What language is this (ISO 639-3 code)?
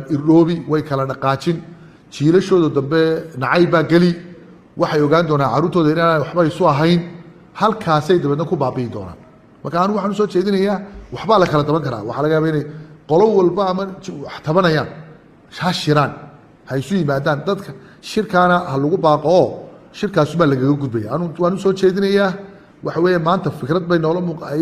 som